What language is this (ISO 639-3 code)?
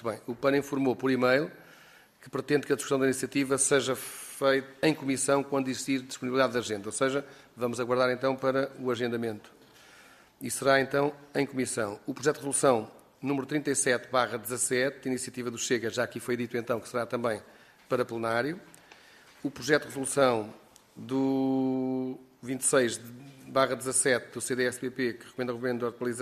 por